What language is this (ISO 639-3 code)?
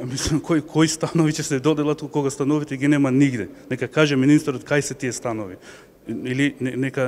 mkd